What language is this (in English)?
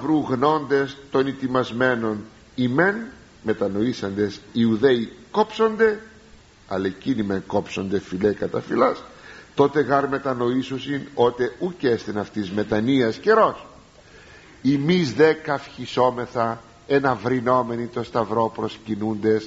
Greek